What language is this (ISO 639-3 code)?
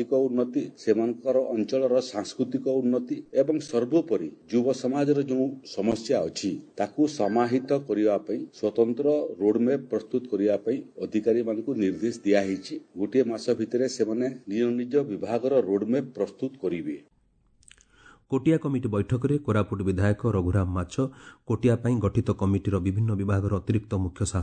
ori